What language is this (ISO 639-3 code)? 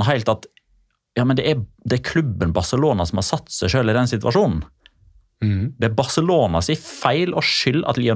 nor